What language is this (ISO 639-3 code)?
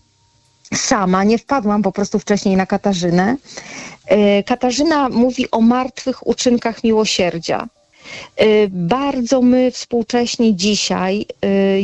pol